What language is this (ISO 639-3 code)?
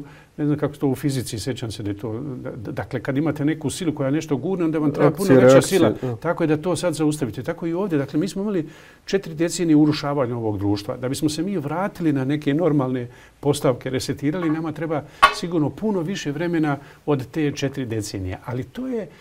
bos